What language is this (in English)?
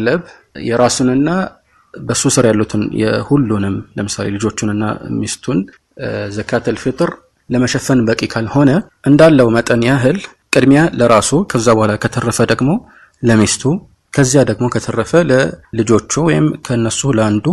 Amharic